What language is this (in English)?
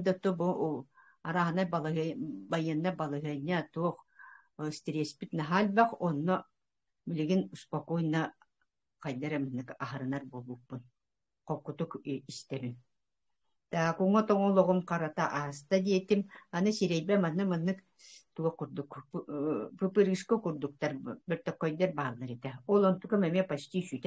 Yakut